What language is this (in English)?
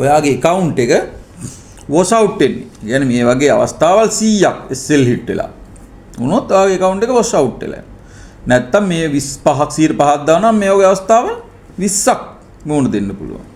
Sinhala